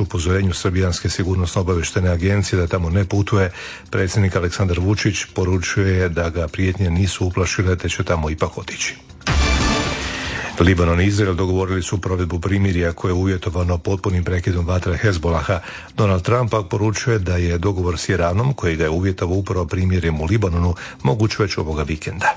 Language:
Croatian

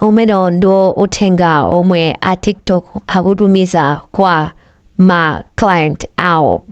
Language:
Nyanja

